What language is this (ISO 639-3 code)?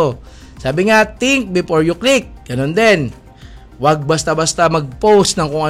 fil